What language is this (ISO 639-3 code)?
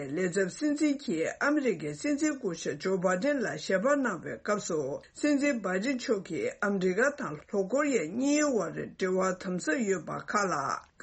bod